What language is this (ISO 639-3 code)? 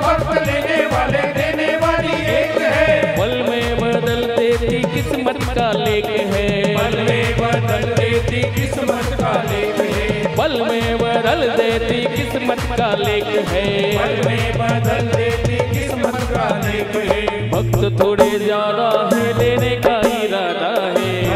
hin